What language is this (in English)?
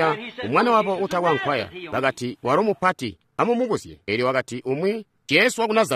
Tonga (Zambia)